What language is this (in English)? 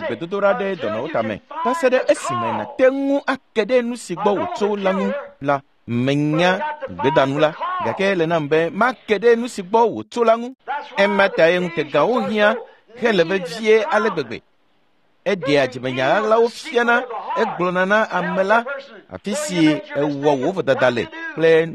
Ewe